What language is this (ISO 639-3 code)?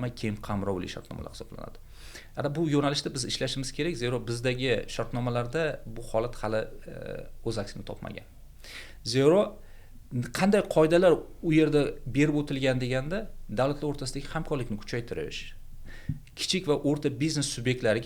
uzb